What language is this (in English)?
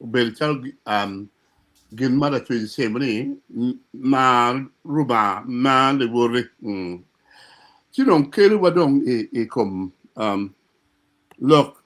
Acoli